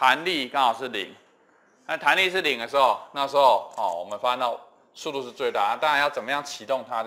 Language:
Chinese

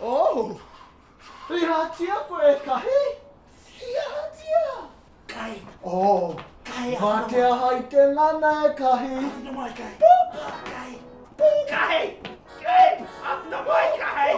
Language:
Māori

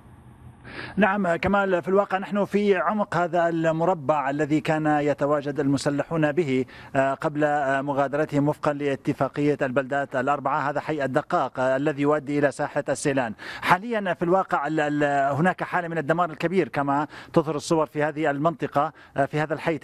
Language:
Arabic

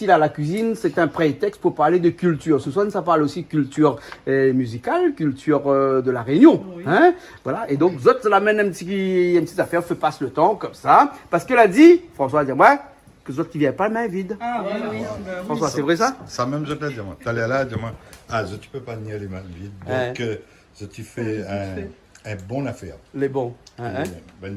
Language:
Réunion Creole French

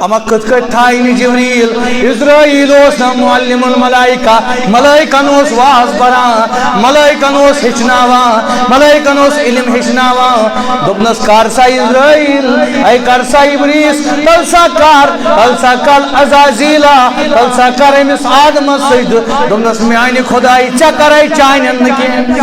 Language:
Kashmiri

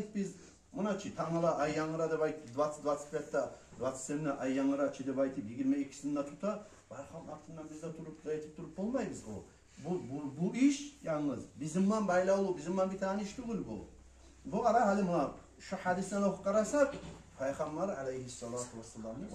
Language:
Kumyk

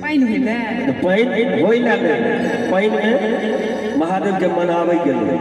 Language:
Maithili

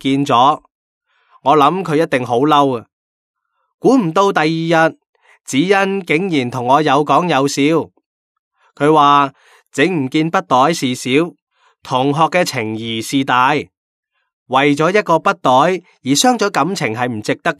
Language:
Cantonese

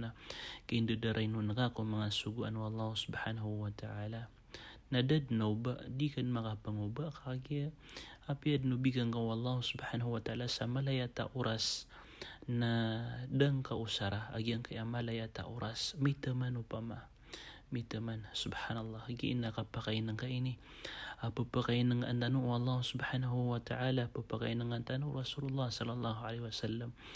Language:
Maranao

